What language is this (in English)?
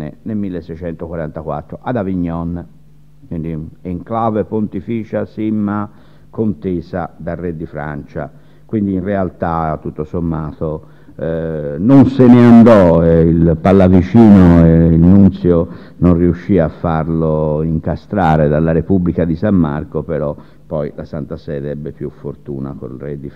Italian